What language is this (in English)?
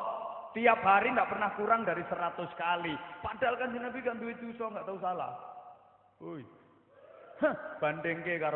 Javanese